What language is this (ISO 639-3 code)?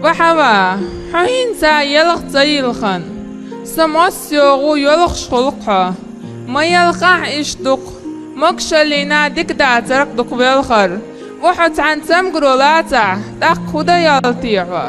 che